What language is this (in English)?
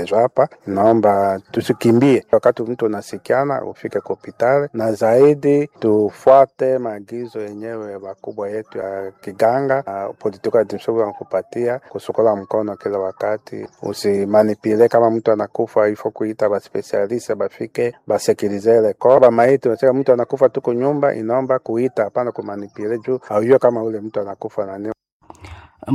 Swahili